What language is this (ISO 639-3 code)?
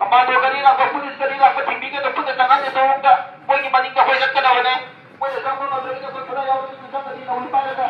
mni